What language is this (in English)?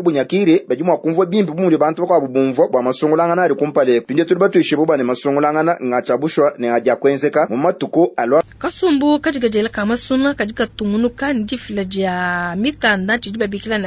Luba-Lulua